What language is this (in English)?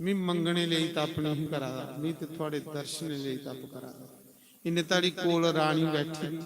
Dogri